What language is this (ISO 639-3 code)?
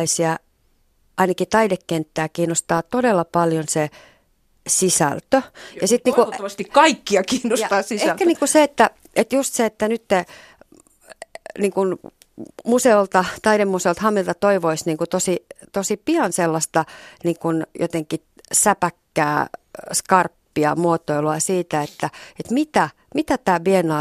fin